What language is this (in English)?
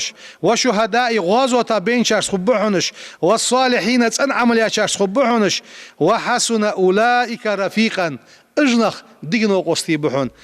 Ingush